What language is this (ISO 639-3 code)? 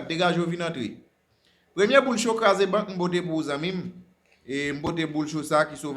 hat